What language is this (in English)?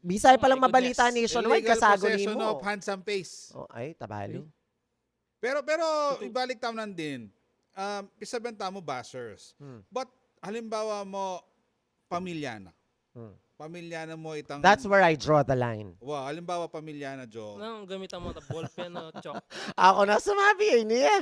Pampanga